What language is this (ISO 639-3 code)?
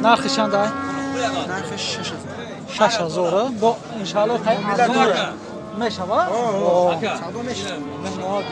tgk